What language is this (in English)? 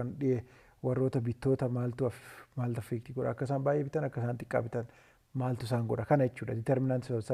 Oromo